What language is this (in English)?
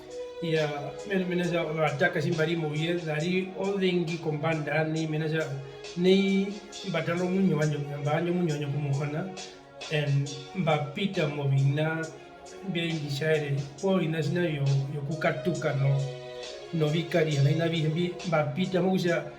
Herero